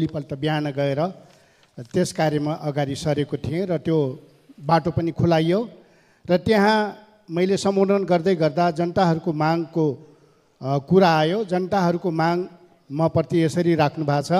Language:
Nepali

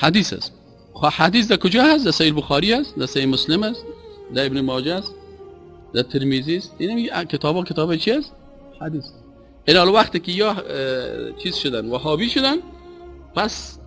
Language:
Persian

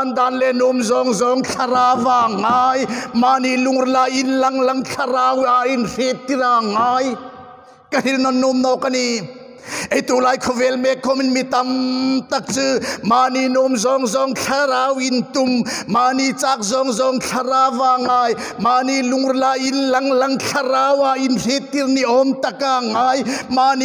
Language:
Hmar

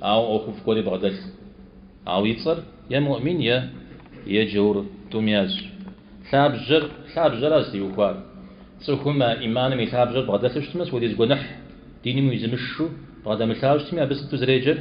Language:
Kabardian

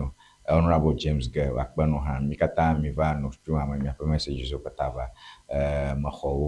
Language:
Ewe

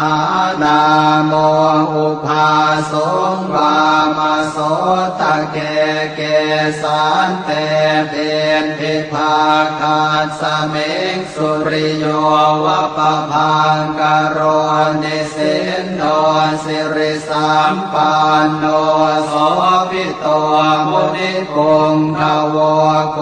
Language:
Pali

